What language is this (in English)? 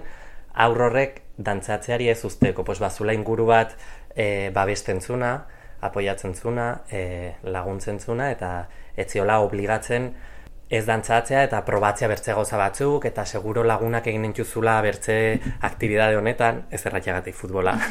Basque